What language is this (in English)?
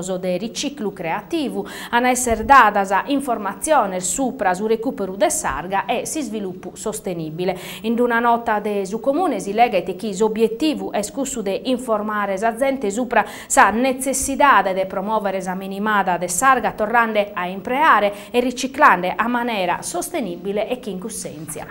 Sardinian